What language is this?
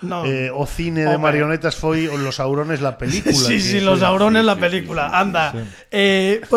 Galician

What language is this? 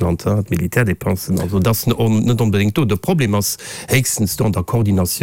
Luxembourgish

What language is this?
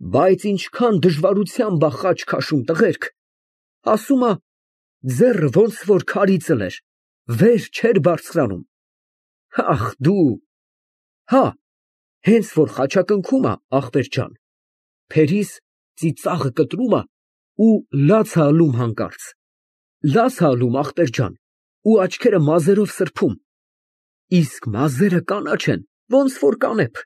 Armenian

